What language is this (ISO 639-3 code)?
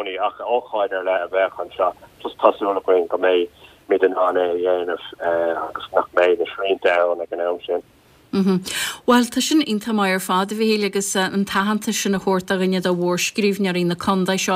gle